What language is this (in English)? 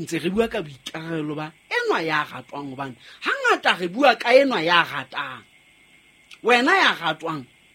Southern Sotho